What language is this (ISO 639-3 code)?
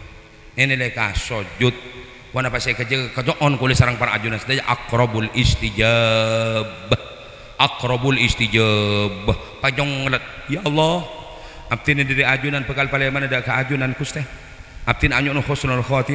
mad